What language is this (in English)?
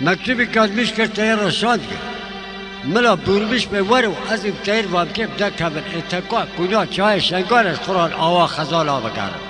Kurdish